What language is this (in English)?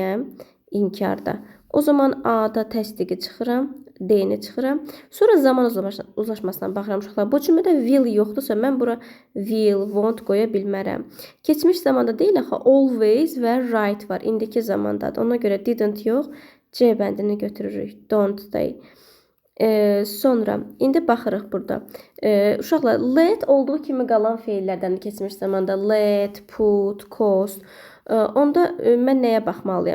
Azerbaijani